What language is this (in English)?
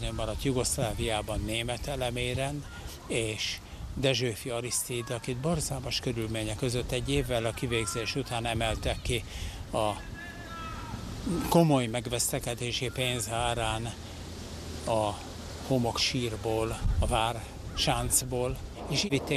Hungarian